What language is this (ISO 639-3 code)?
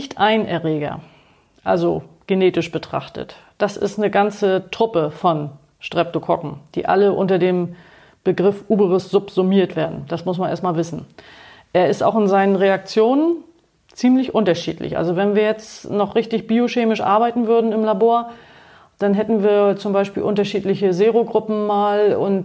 deu